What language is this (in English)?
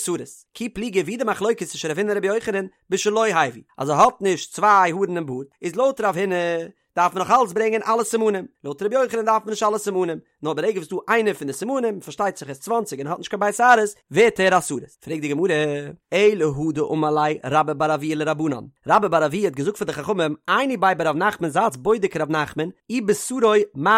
Yiddish